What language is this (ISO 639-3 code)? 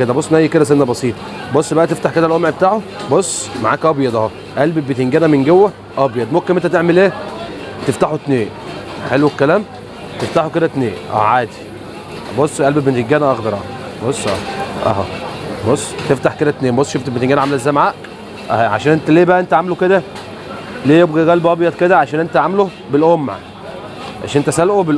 arz